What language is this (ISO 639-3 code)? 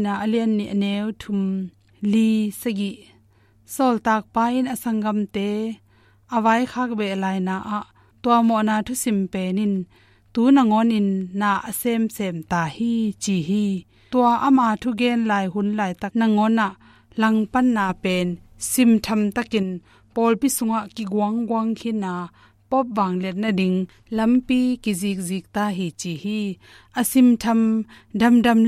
ctd